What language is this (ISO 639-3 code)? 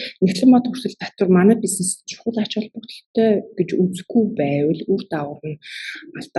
mon